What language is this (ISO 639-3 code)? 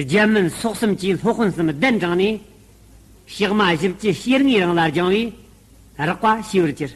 bod